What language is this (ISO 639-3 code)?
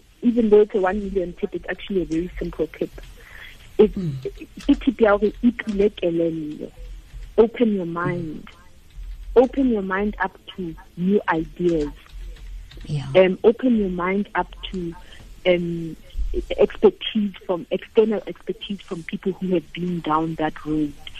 sot